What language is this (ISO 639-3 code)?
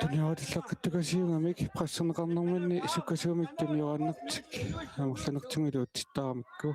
kal